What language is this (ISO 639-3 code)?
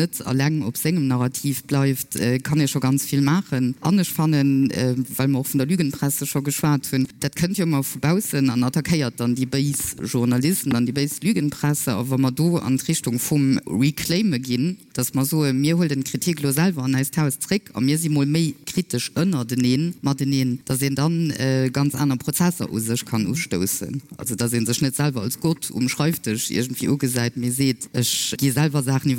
ltz